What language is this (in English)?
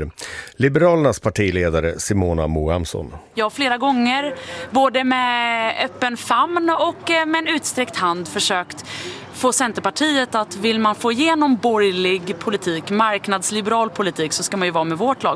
Swedish